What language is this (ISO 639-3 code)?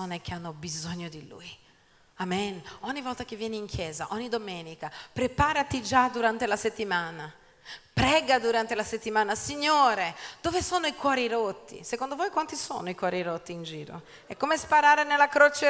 ita